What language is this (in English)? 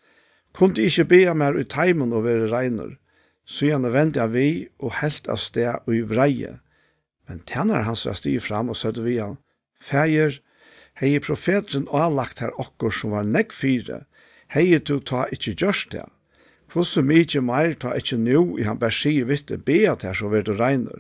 Faroese